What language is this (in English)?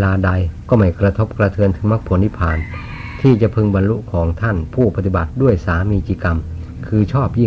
Thai